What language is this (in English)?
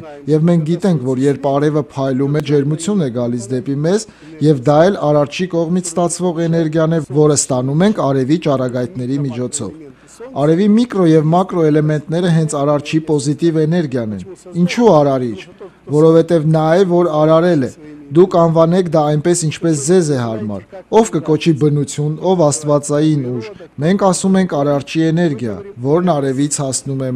Armenian